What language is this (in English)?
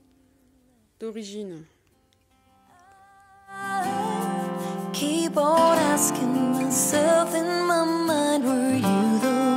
French